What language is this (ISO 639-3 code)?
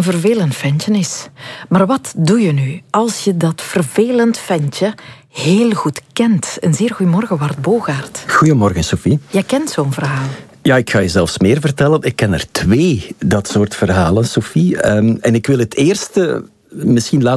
nld